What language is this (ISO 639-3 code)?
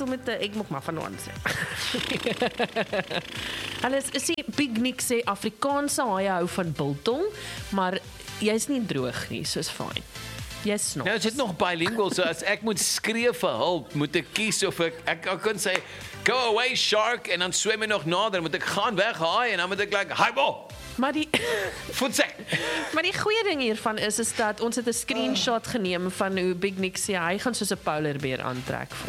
afr